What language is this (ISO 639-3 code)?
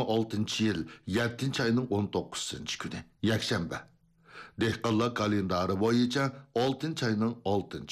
uig